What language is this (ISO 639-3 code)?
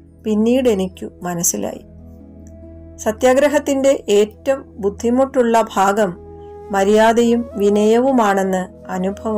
mal